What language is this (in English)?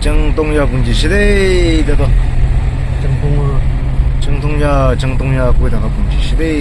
Naga Pidgin